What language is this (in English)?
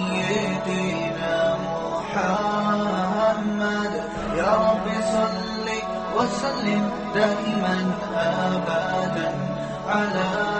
Urdu